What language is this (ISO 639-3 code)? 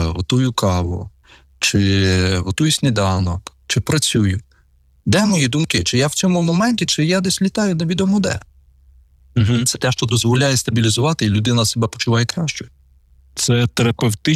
ukr